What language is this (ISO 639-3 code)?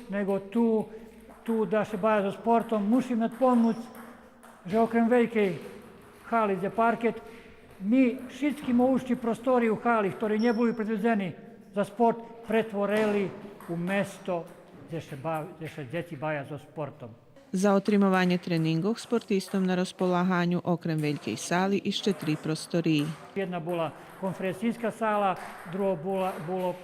rue